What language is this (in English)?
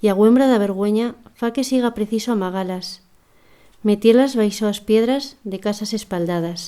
Aragonese